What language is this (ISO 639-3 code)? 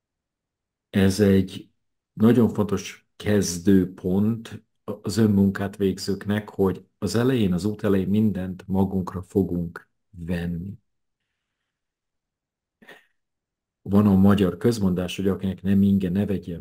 hun